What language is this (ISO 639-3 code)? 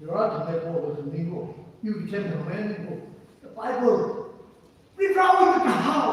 nmf